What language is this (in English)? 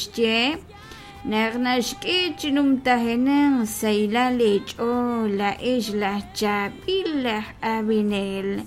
Kekchí